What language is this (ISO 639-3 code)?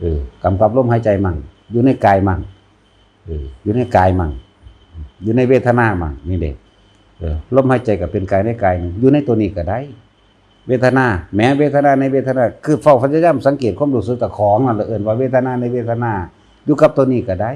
lao